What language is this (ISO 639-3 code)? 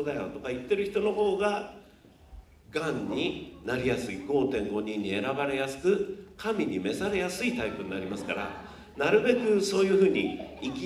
jpn